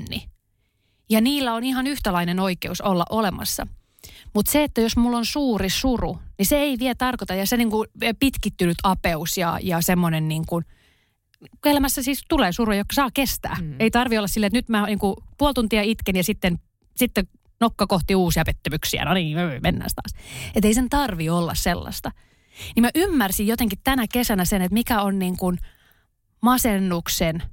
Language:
Finnish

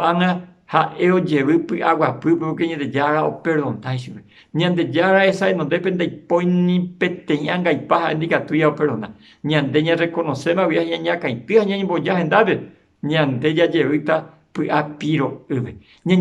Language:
Guarani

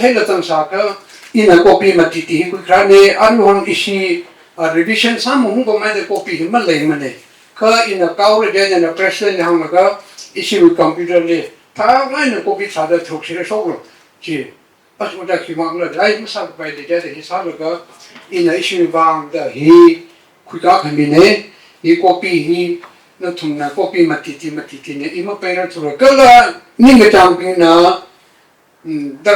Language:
Tangkhul Naga (India)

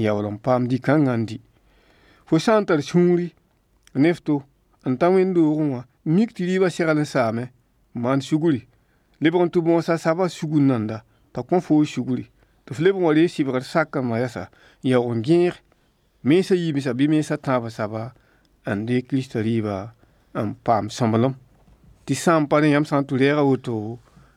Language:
Mossi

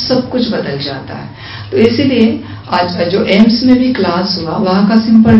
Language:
Hindi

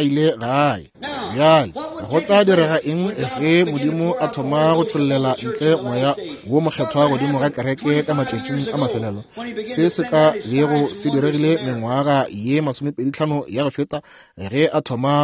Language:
Northern Sotho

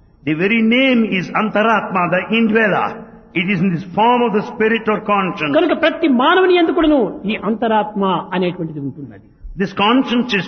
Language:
Telugu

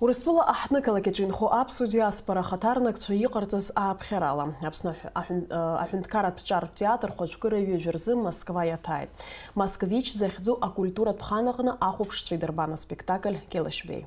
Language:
Abkhazian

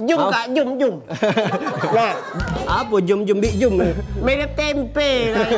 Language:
Musi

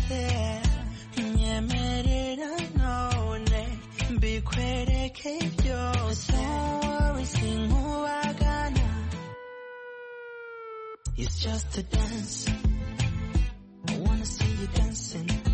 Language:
Kinyarwanda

